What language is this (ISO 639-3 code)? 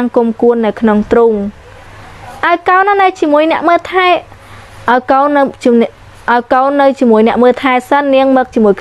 khm